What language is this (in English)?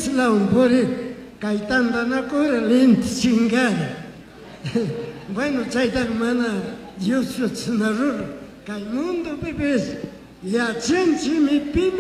Chimborazo Highland Quichua